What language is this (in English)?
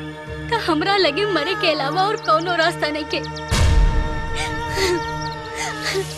Bhojpuri